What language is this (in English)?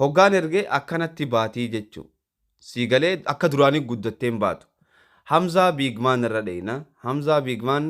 Oromo